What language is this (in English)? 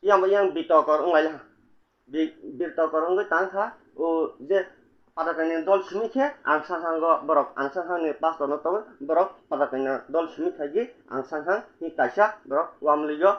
Kok Borok